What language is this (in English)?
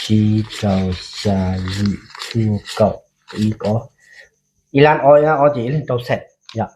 Hmong